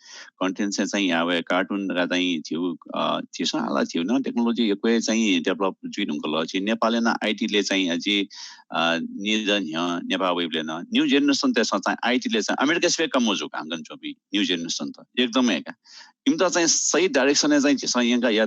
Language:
Newari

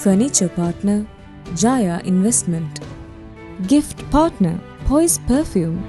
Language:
Divehi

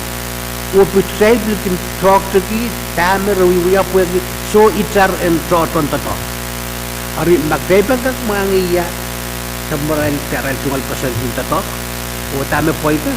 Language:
Pohnpeian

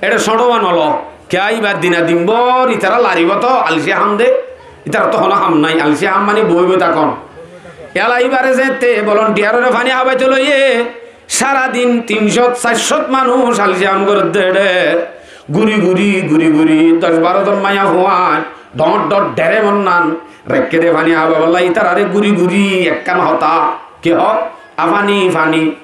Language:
Rohingya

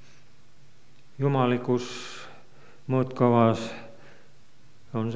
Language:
Estonian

